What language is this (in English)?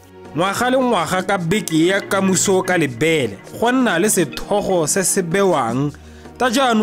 Tswana